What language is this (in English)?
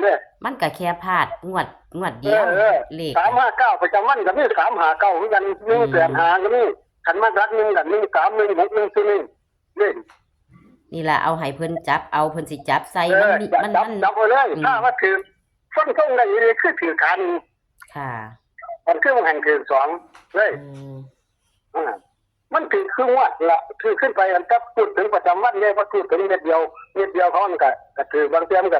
Northeastern Thai